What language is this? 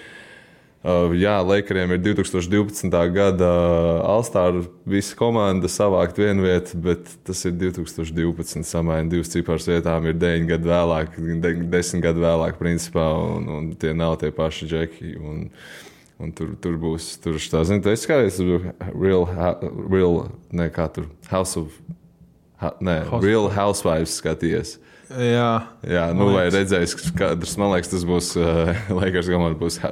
Latvian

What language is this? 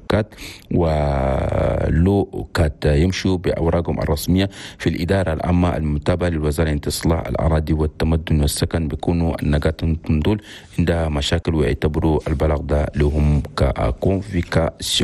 Chadian Arabic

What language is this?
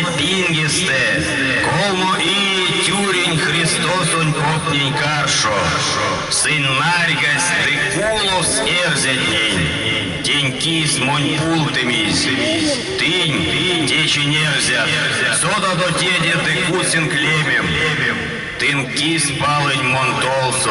Erzya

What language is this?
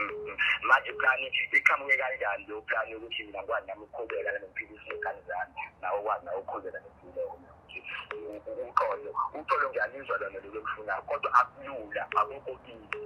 Zulu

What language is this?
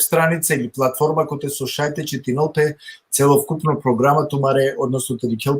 Balkan Romani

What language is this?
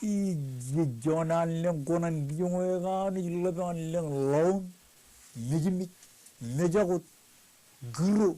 Marshallese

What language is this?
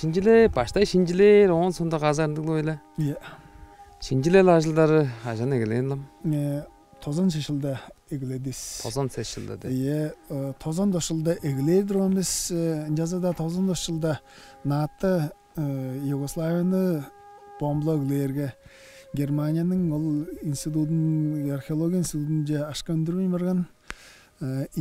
Tuvinian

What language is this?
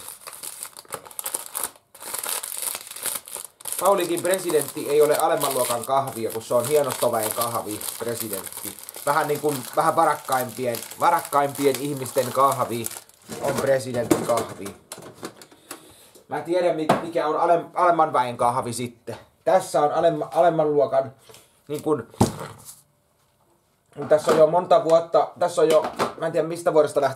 Finnish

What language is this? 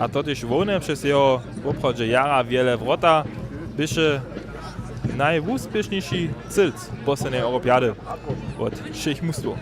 Upper Sorbian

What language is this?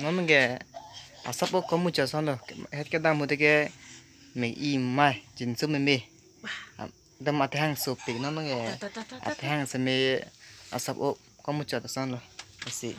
Karbi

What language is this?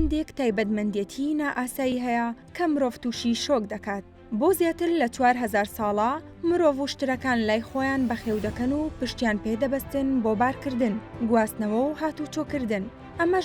Central Kurdish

